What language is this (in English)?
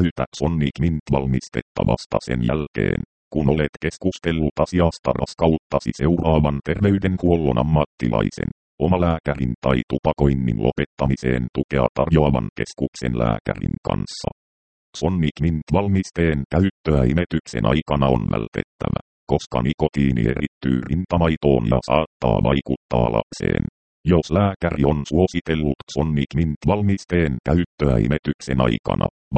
Finnish